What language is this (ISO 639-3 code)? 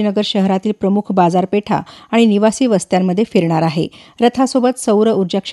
mar